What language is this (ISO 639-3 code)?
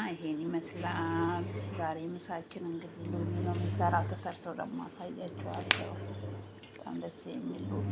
amh